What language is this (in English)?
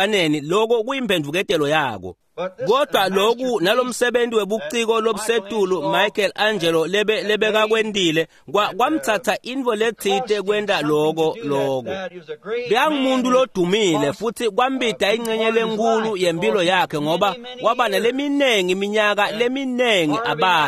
Swati